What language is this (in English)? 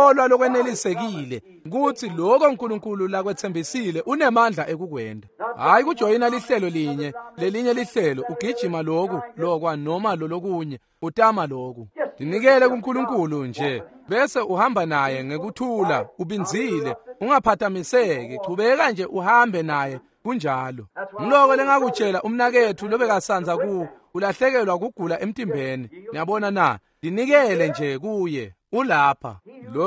Swati